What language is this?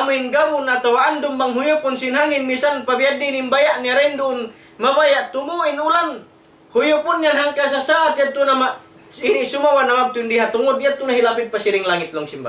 Tausug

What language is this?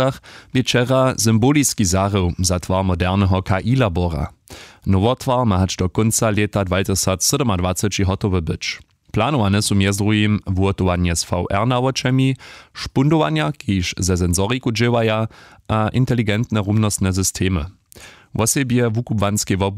Upper Sorbian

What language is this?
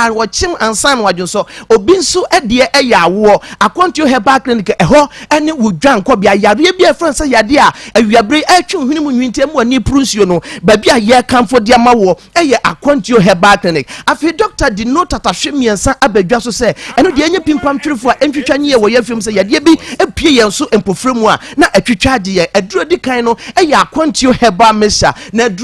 Akan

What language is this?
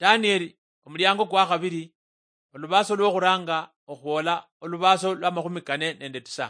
Luyia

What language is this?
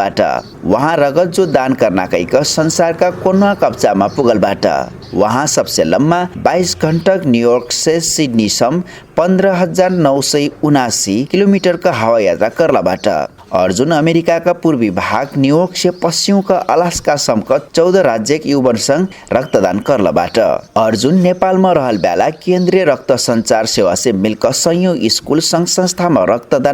Dangaura Tharu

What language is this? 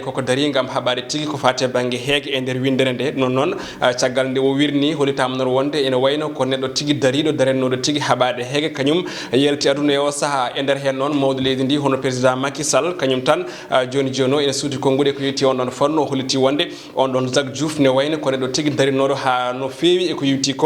Fula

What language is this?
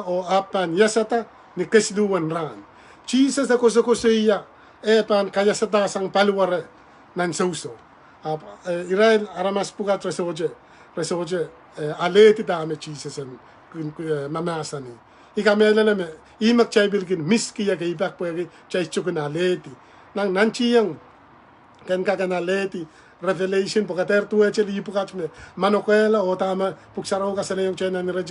Pohnpeian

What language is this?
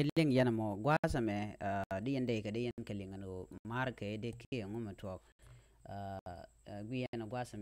Nuer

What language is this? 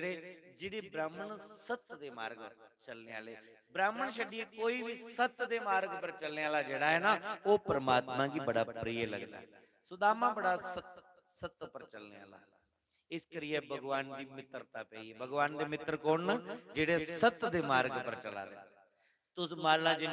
Dogri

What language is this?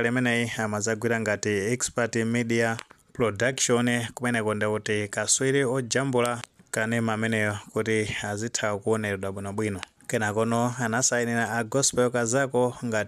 Nyanja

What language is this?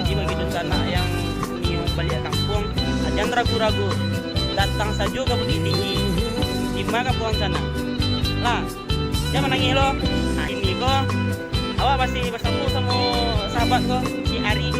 Minangkabau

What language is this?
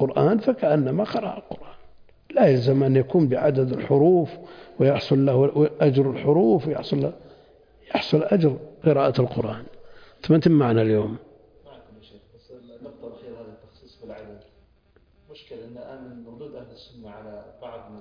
Arabic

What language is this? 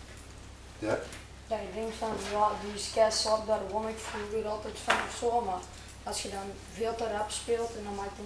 Dutch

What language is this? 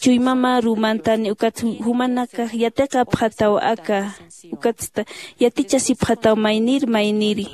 Aymara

